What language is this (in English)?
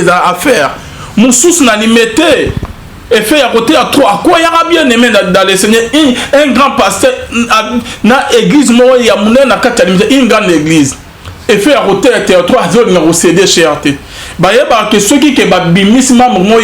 Lingala